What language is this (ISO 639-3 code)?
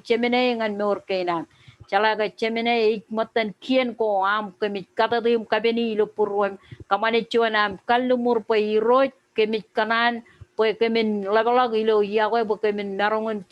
mah